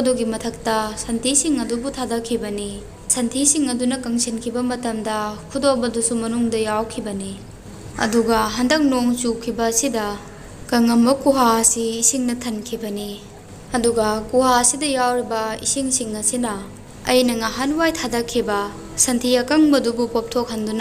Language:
Manipuri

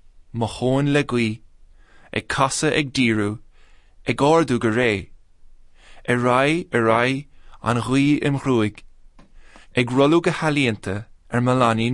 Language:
Irish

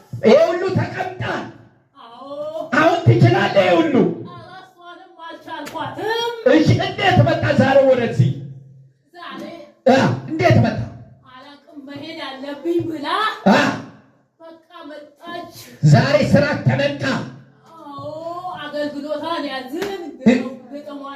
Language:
Amharic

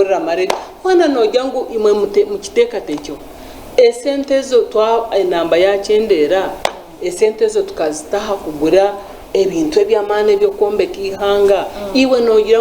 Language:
Nyankole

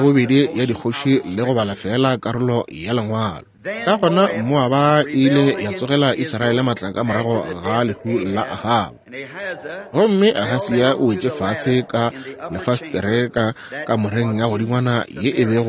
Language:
Northern Sotho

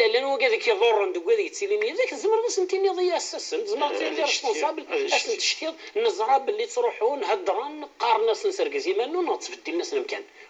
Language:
Kabyle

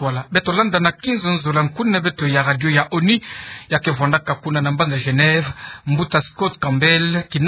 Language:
Kituba (Democratic Republic of Congo)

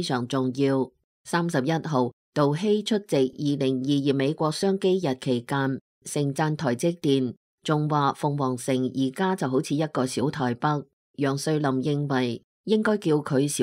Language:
Cantonese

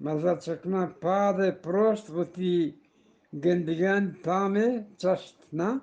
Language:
Eastern Balochi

